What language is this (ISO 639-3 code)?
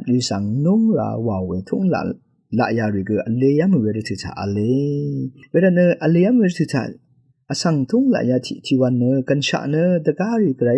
raw